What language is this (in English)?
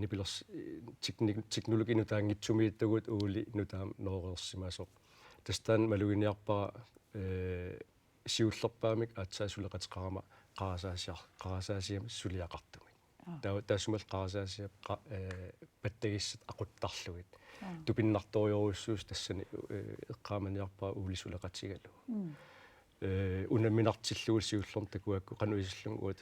Kalaallisut